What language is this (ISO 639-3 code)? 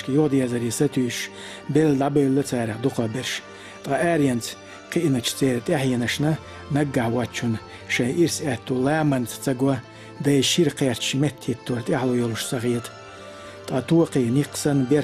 che